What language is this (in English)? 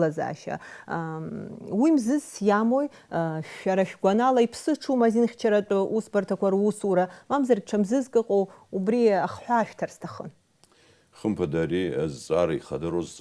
Abkhazian